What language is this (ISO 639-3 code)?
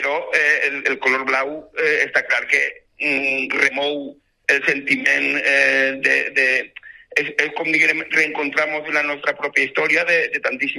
cat